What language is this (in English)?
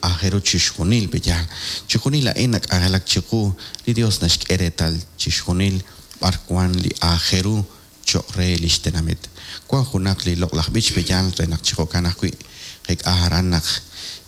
Kekchí